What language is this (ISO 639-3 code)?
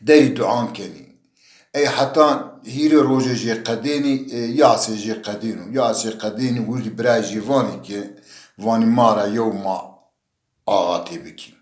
zza